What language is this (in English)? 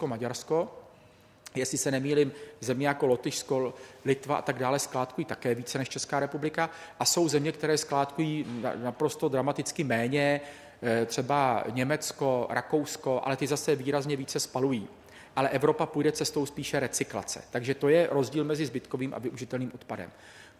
Czech